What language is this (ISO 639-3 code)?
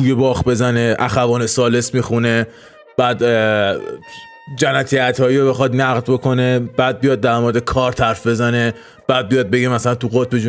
fas